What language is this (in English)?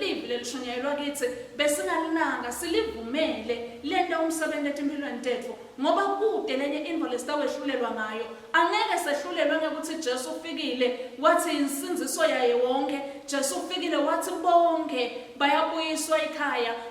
Swati